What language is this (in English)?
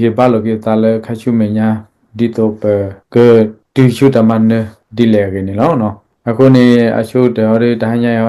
S'gaw Karen